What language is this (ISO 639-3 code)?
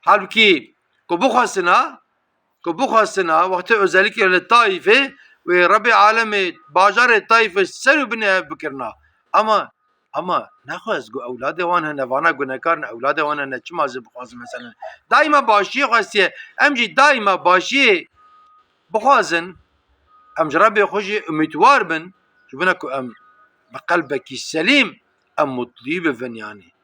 kur